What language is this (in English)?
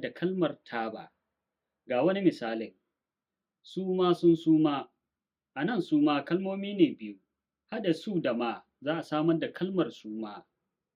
Hausa